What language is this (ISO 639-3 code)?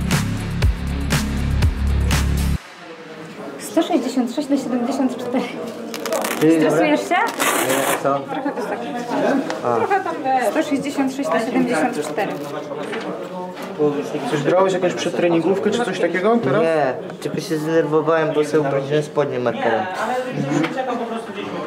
pol